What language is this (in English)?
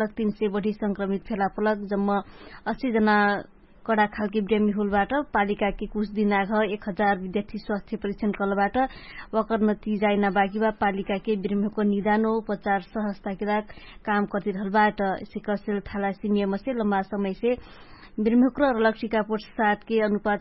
Dangaura Tharu